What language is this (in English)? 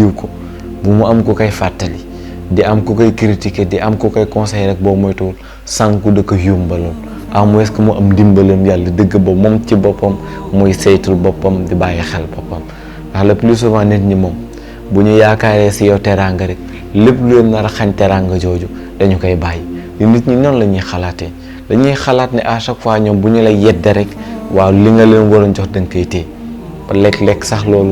Wolof